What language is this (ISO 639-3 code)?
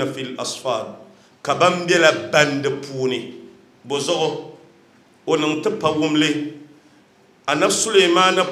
dag